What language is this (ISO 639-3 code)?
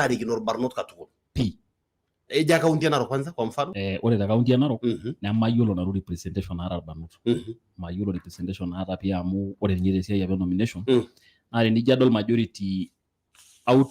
mas